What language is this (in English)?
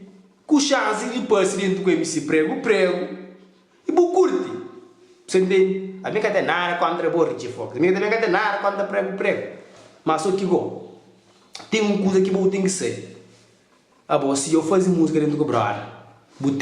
Kabuverdianu